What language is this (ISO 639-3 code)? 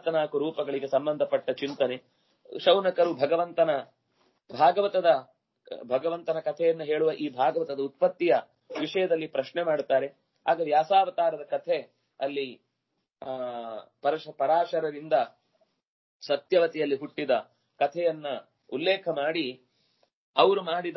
kan